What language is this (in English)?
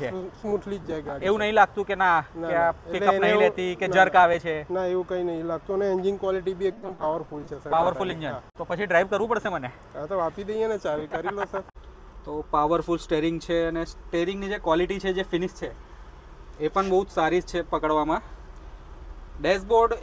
Gujarati